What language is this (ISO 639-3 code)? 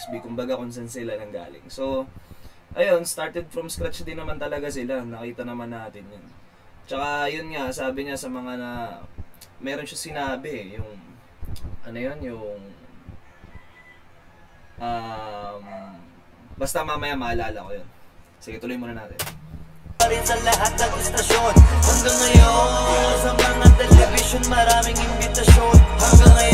fil